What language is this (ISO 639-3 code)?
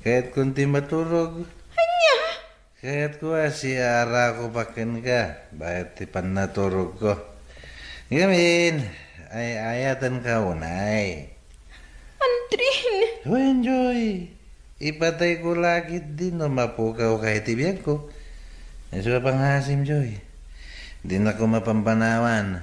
ilo